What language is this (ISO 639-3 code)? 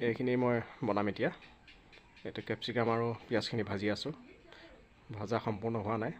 asm